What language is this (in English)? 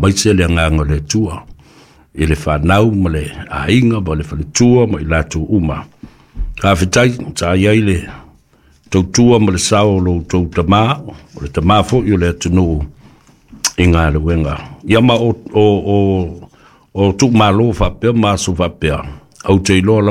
Samoan